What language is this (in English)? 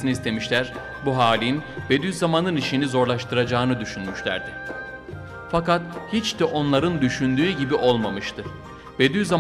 Turkish